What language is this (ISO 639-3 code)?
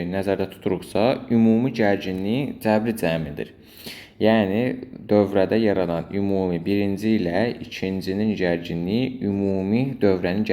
aze